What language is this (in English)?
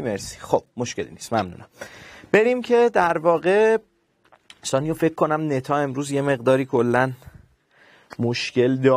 Persian